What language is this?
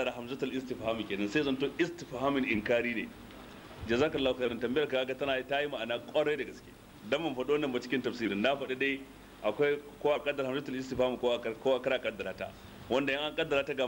Hausa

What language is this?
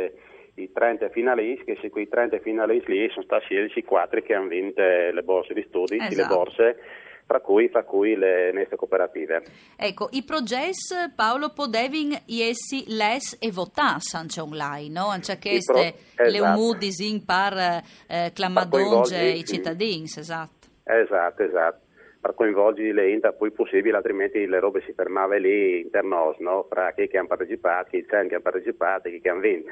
Friulian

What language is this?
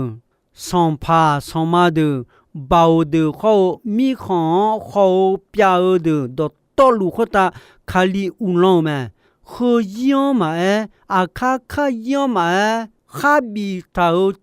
Akha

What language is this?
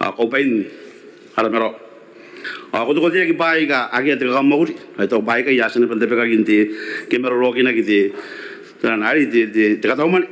Gilbertese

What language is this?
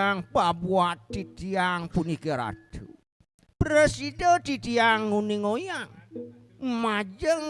Balinese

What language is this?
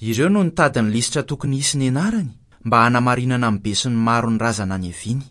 Malagasy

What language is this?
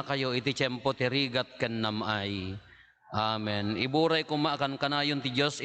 Iloko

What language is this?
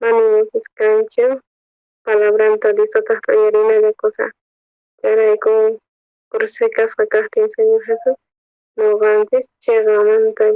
South Bolivian Quechua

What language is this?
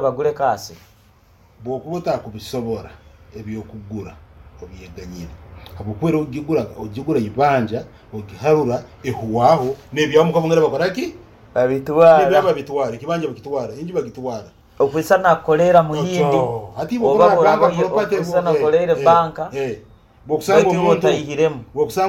Nyoro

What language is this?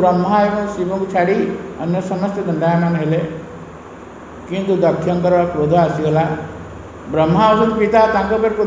Odia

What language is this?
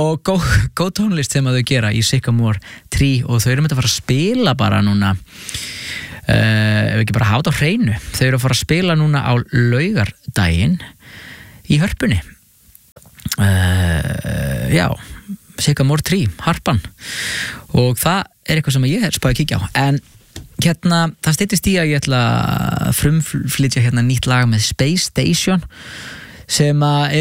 Icelandic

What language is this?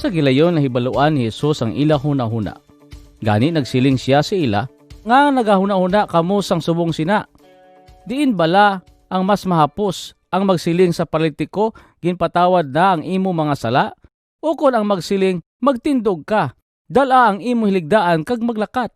Hiligaynon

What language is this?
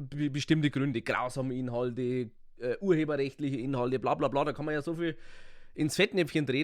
Bavarian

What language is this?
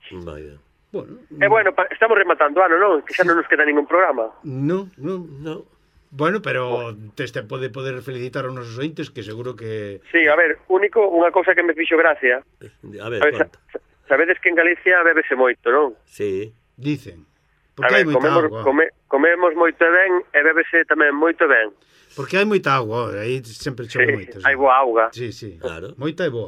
Galician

